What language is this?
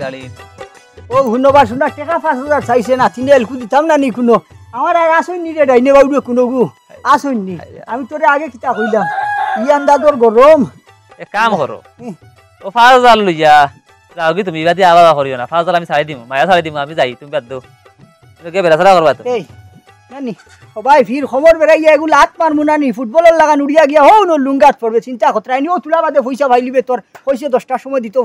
Sylheti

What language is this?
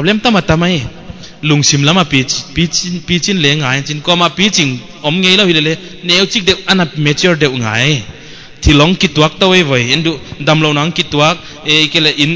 Paite Chin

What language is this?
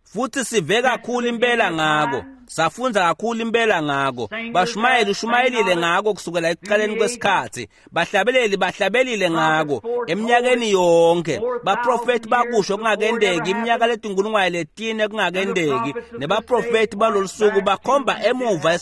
Swati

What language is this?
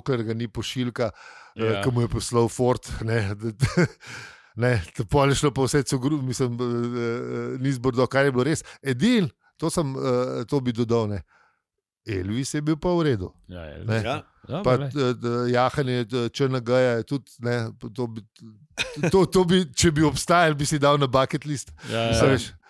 Slovenian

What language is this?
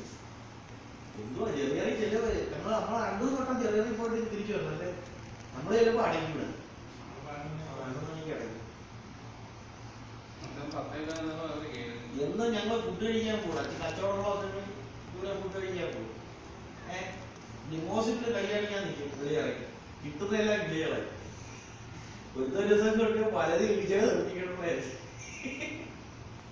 Malayalam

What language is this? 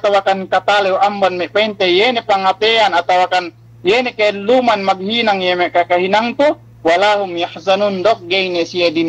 Yakan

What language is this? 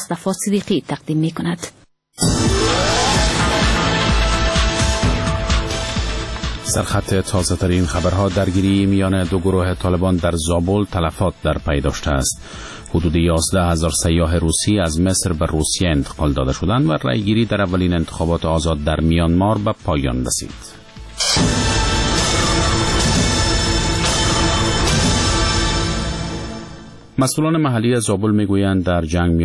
Persian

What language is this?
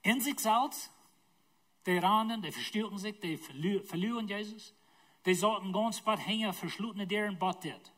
Plautdietsch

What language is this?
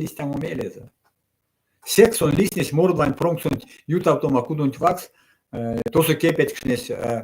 Erzya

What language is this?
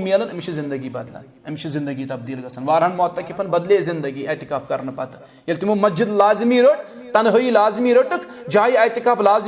Kashmiri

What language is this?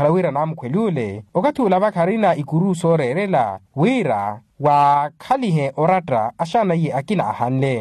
Makhuwa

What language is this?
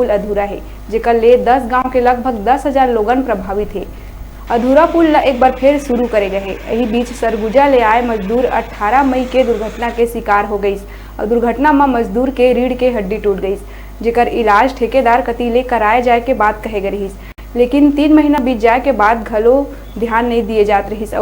Chhattisgarhi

